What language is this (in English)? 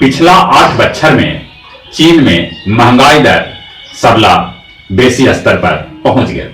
Magahi